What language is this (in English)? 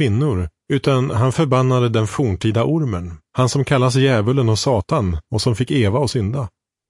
Swedish